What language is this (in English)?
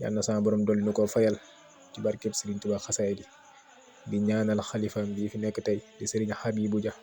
Wolof